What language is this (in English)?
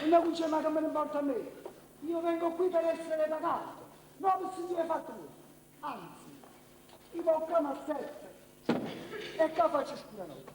Neapolitan